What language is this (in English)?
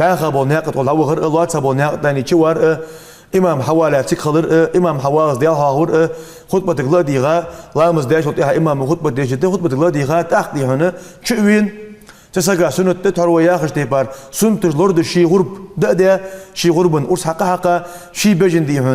Ingush